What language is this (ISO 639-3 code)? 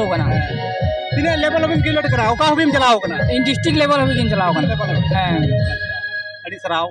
sat